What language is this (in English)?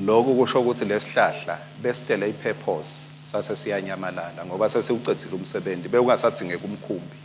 Swati